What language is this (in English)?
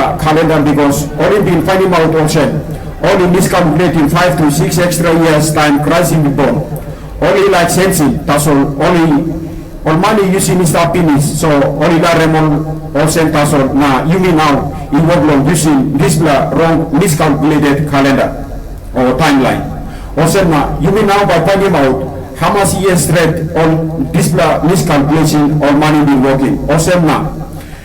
Tok Pisin